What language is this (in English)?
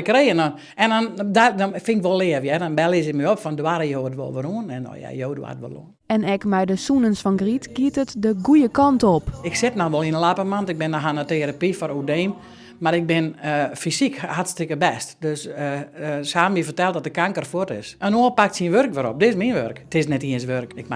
Western Frisian